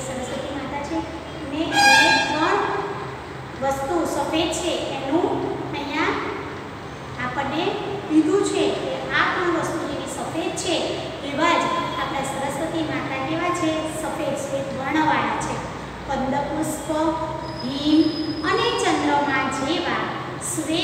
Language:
Gujarati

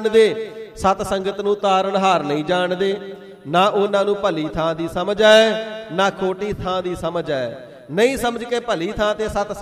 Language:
Punjabi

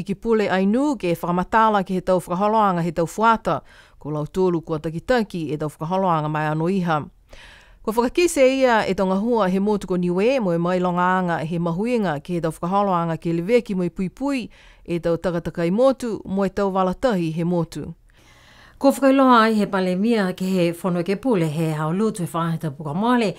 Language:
Niuean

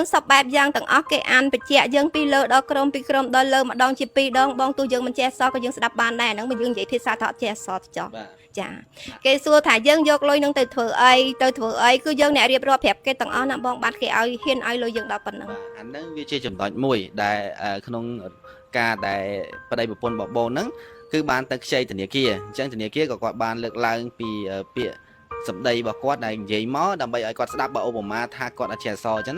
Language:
Khmer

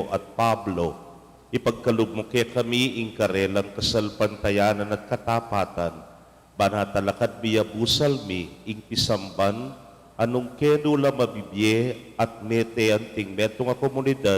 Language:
Pampanga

